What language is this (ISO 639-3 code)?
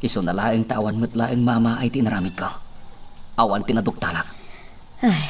ilo